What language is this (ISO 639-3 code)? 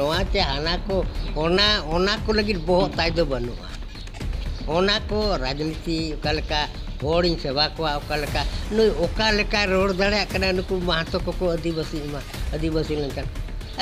sat